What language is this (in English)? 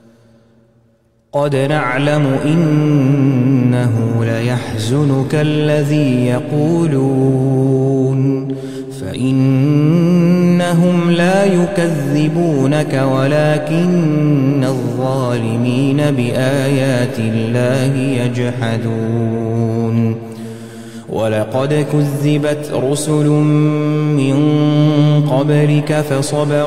Arabic